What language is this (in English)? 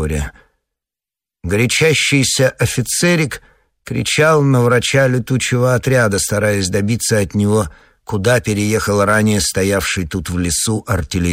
Russian